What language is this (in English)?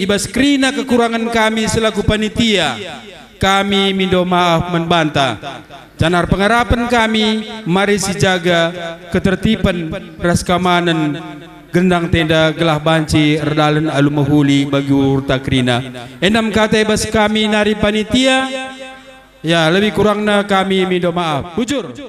Batak Karo